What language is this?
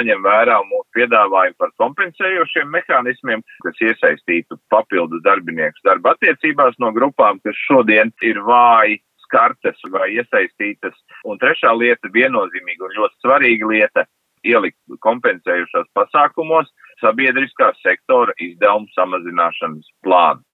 Latvian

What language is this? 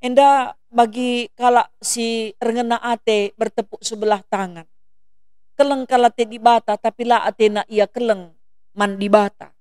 Batak Karo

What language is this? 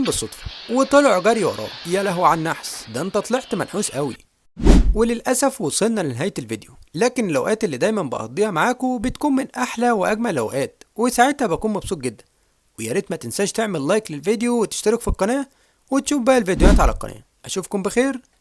Egyptian Arabic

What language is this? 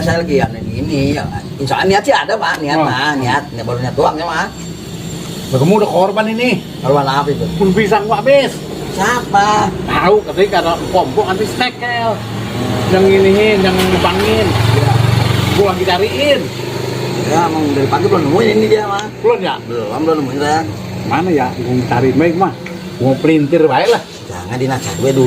Betawi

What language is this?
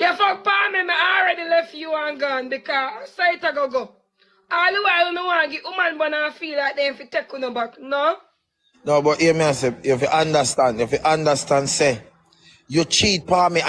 Jamaican Creole English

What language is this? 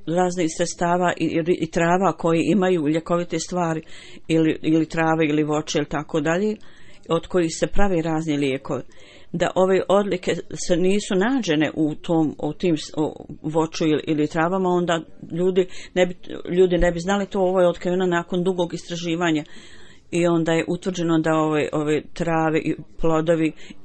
Bosnian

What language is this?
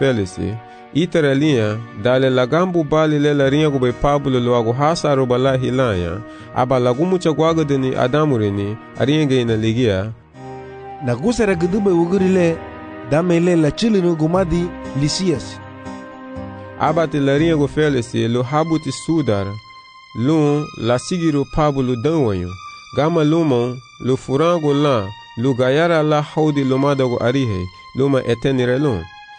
Garifuna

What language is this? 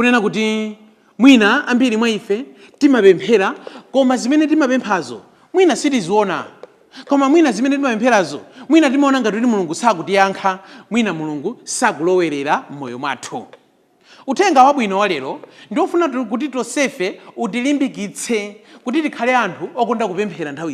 Nyanja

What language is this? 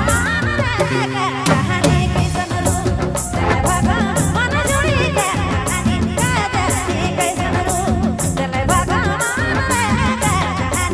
Sadri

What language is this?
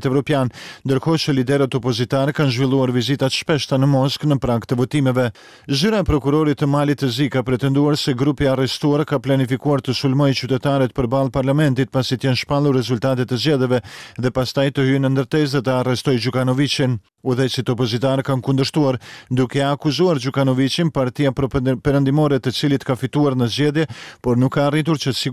Albanian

